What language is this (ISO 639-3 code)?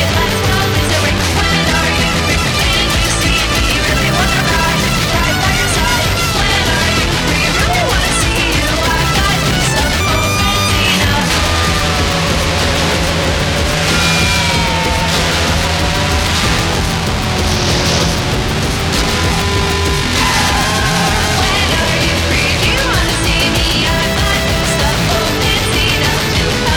eus